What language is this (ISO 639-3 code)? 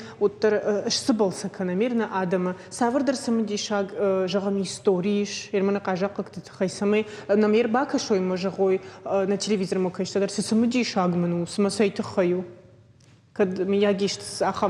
oss